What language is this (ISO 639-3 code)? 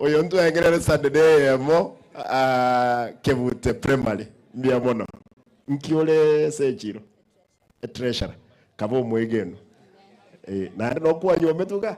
guz